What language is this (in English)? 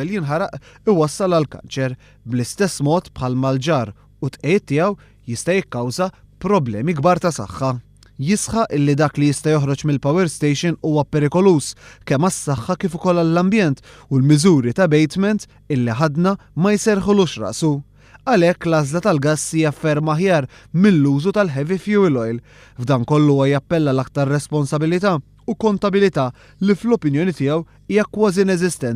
Maltese